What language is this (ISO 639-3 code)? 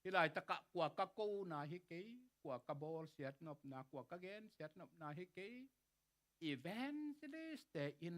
ctd